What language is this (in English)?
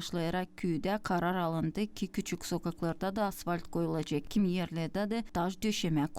Gagauz